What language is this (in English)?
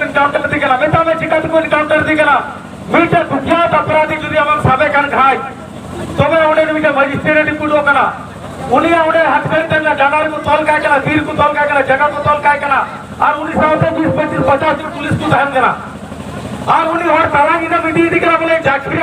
Santali